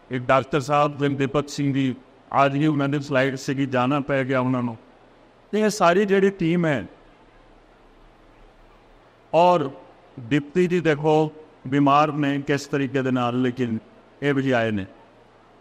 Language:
Punjabi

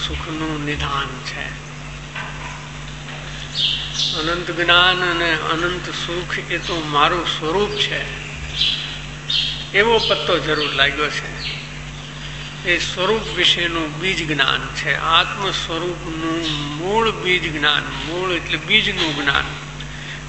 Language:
Gujarati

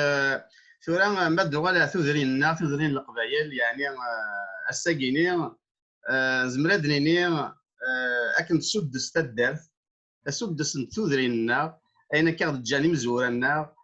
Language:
Kabyle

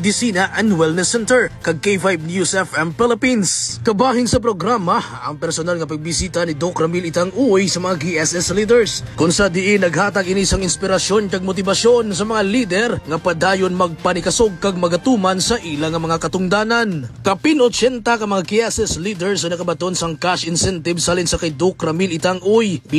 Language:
Hiligaynon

